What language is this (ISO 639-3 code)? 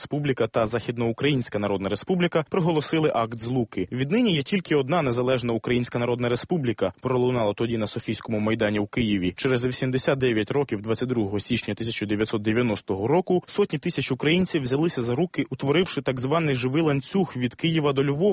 ukr